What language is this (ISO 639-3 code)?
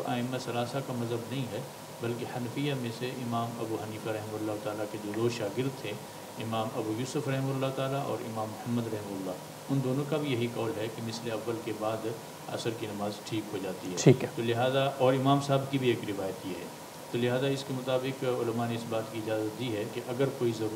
urd